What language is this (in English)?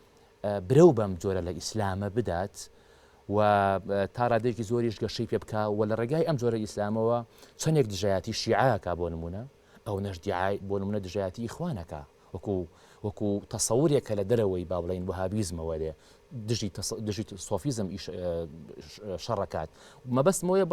Central Kurdish